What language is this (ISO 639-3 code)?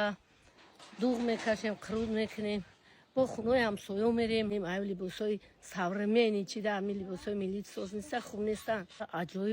tgk